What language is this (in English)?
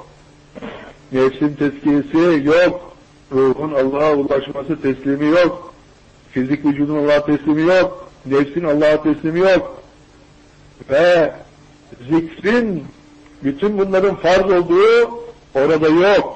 Turkish